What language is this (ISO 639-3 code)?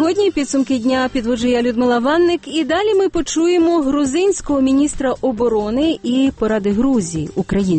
ukr